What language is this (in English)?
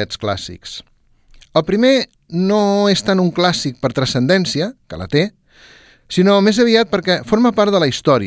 Catalan